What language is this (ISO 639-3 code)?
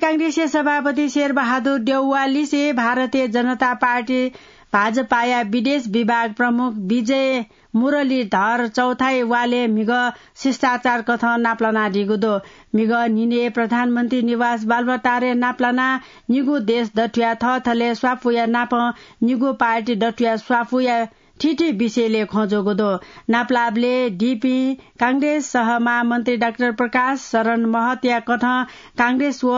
new